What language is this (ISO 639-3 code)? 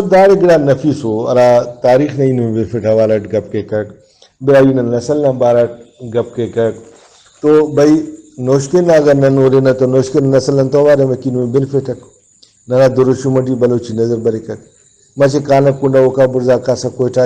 brh